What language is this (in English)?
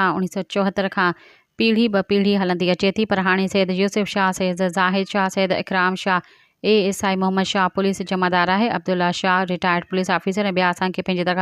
Sindhi